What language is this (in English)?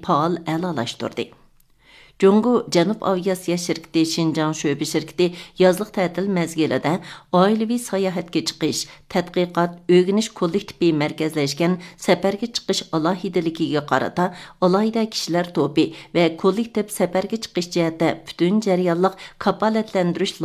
Uyghur